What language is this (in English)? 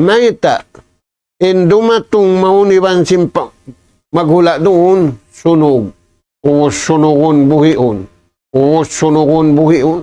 Tausug